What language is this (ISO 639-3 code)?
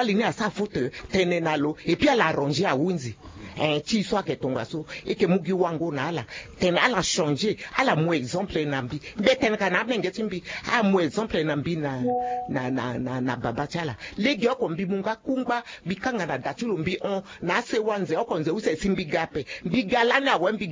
sag